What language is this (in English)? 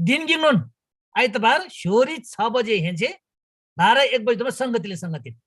Eastern Tamang